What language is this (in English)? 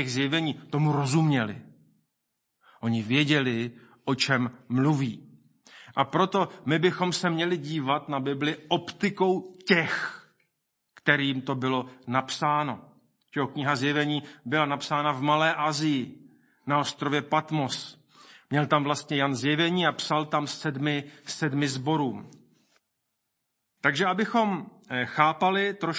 Czech